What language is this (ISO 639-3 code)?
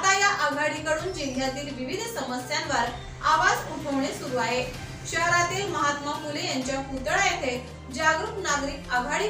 mar